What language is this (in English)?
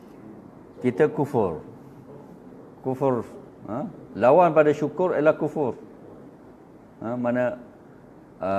Malay